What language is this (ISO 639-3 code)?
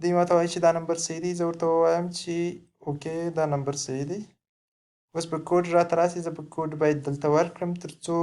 pus